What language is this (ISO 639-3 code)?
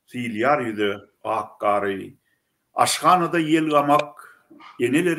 tuk